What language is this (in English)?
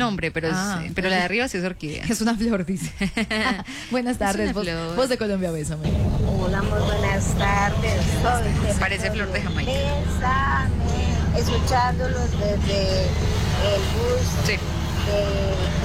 Spanish